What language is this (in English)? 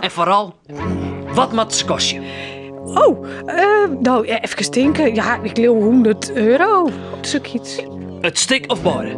Western Frisian